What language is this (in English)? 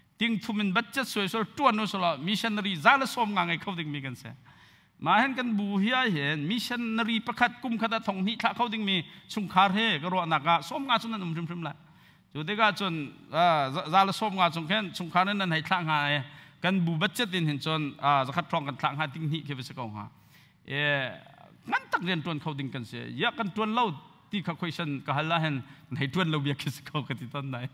Hakha Chin